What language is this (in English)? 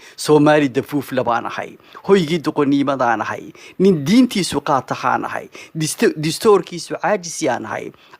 Somali